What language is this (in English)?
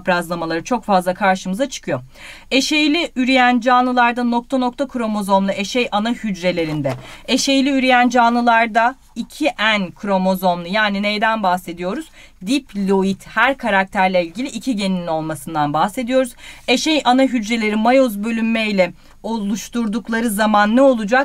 Turkish